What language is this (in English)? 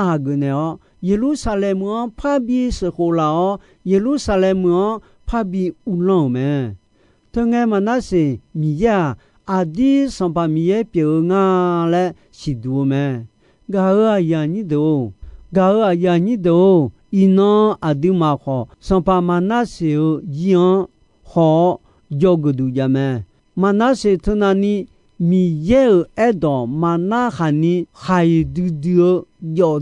Akha